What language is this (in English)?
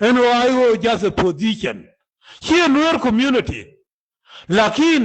Nuer